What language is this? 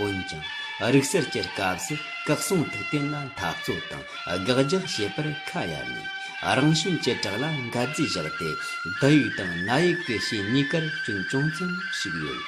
Tibetan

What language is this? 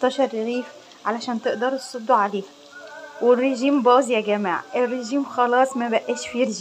Egyptian Arabic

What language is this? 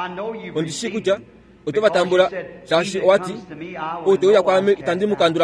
Kuanyama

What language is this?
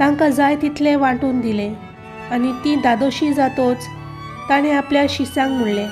Konkani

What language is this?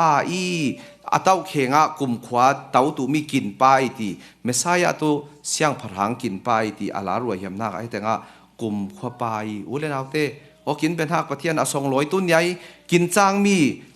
Falam Chin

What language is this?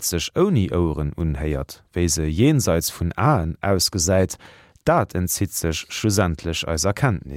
Luxembourgish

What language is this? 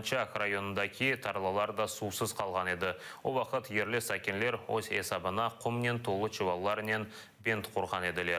Crimean Tatar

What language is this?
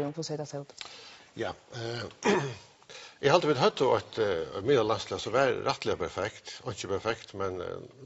Faroese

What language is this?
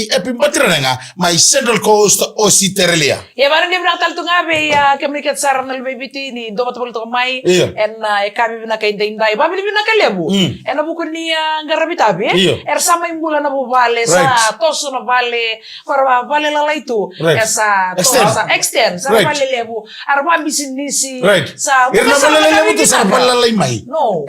Fijian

